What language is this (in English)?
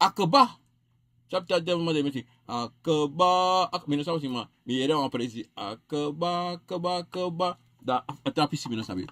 Sranan Tongo